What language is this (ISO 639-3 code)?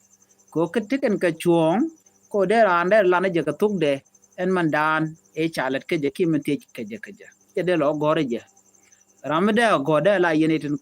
nus